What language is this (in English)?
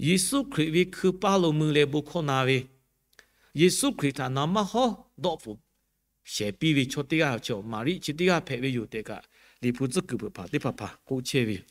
Lahu